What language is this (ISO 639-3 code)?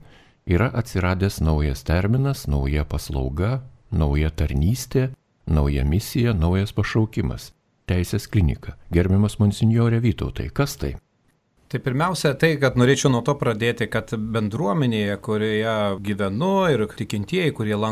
lit